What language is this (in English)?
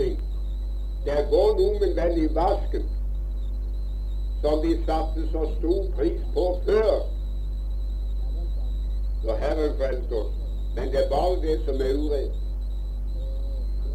Norwegian